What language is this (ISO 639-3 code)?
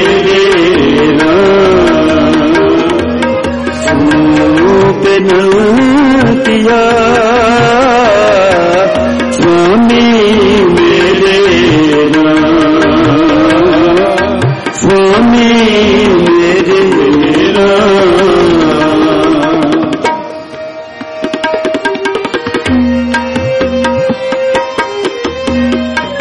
hin